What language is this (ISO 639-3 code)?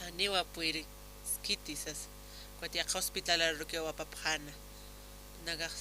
aym